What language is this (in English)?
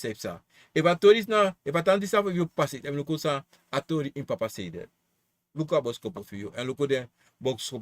Sranan Tongo